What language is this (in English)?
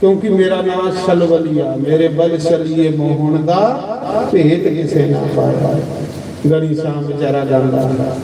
Dogri